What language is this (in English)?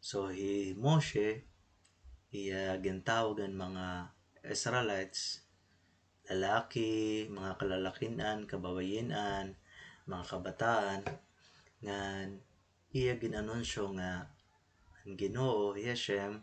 Waray